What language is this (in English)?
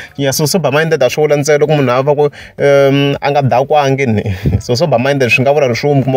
Tsonga